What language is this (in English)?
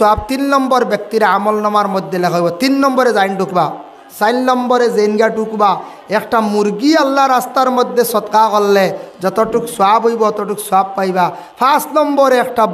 Sylheti